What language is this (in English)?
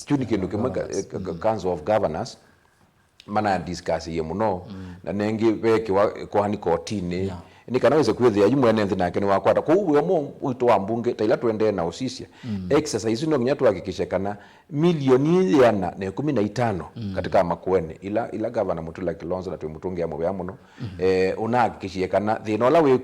Kamba